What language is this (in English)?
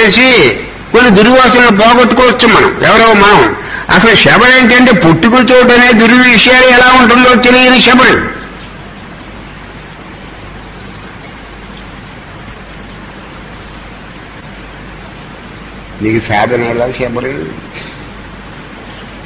Telugu